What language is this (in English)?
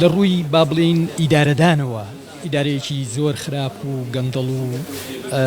Central Kurdish